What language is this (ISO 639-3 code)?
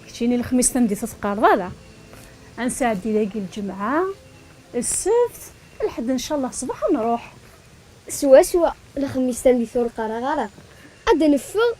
kab